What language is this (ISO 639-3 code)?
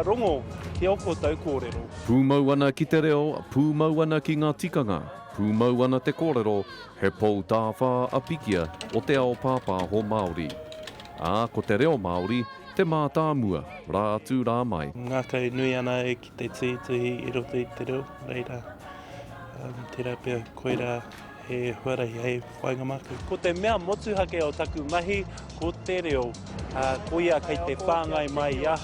mri